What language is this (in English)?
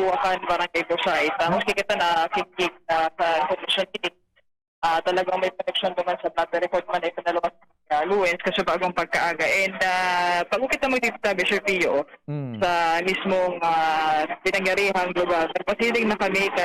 Bikol